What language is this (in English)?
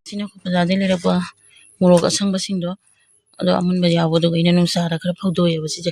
Manipuri